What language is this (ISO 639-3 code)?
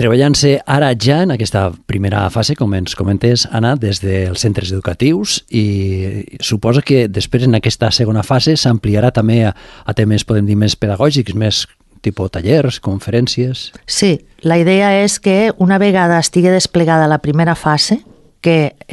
cat